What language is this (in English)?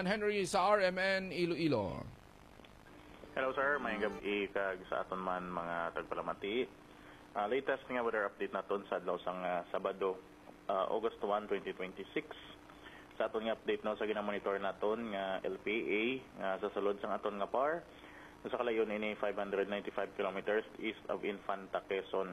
Hiligaynon